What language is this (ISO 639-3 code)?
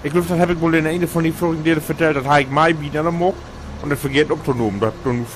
nds